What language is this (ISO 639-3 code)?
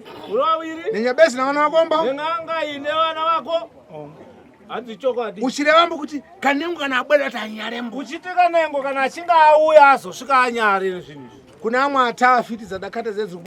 sna